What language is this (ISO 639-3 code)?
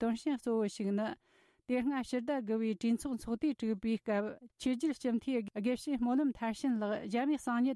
bod